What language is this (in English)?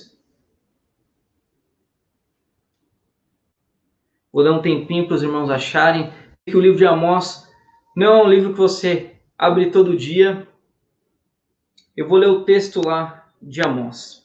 Portuguese